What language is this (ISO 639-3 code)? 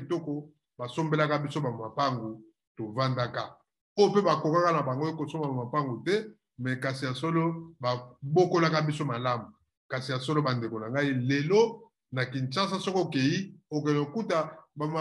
lin